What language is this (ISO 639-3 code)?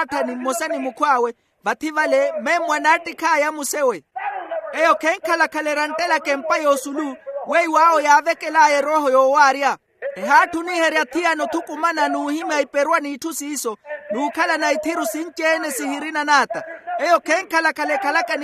vmw